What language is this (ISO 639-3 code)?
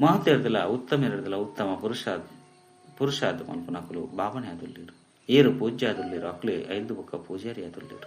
tcy